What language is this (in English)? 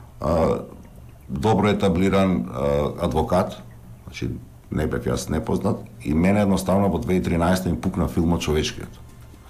Macedonian